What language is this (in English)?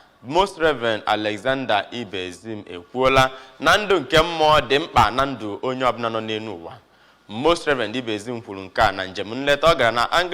Igbo